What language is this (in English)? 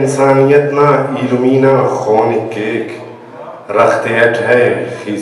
Brahui